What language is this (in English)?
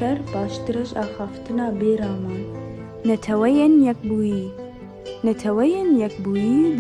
Kurdish